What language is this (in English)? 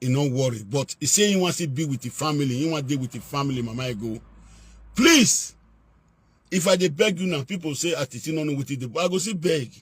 Nigerian Pidgin